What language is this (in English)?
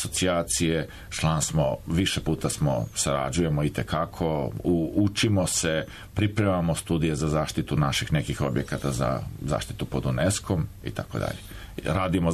Serbian